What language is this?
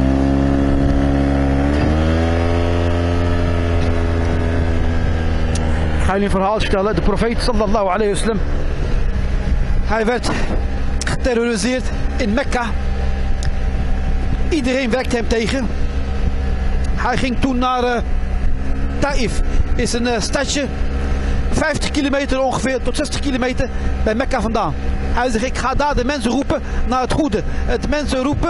Dutch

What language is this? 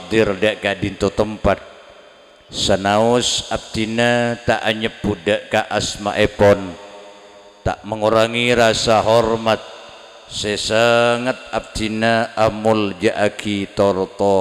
Madurese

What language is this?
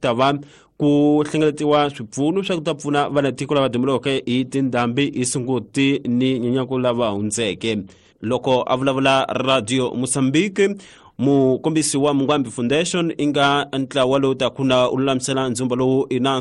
Tsonga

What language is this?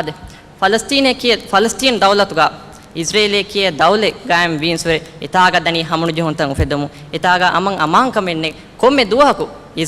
Divehi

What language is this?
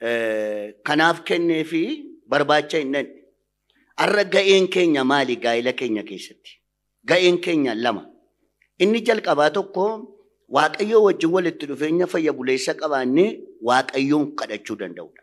Oromo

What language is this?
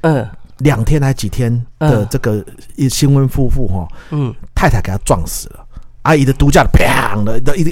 Min Nan Chinese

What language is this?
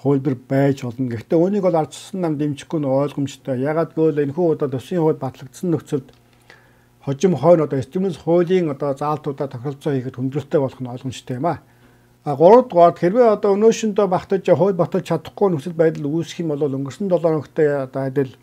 Mongolian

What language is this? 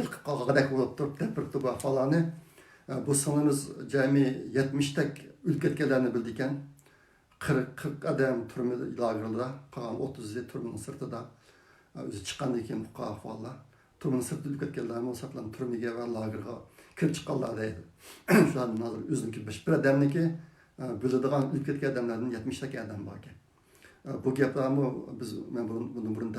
Uyghur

